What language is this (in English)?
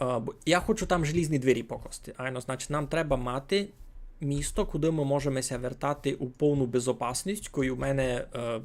Rusyn